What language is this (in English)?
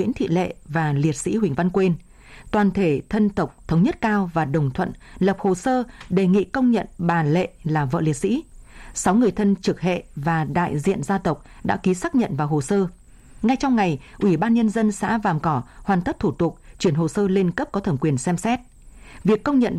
Vietnamese